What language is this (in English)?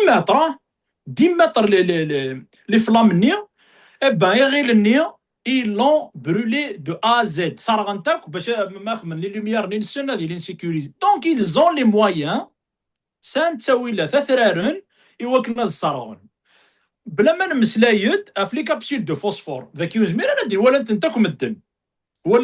Kabyle